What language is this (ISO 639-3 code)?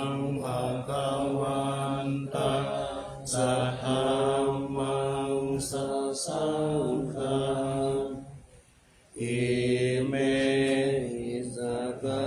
pli